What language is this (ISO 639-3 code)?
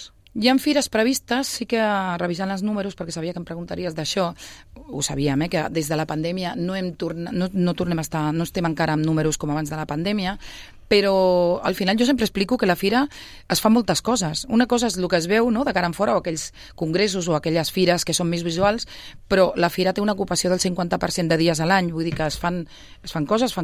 cat